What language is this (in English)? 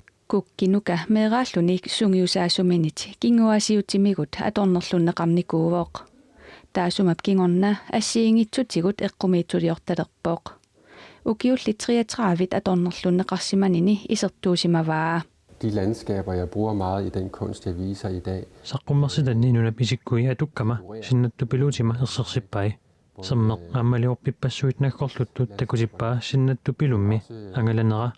Kalaallisut